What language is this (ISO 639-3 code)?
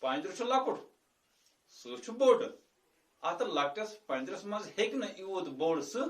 kas